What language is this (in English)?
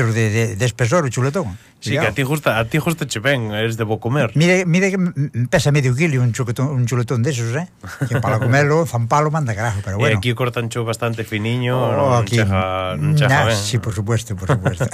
Galician